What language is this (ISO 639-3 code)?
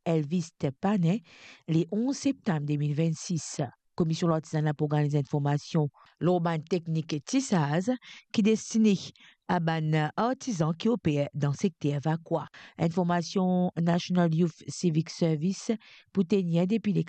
mfe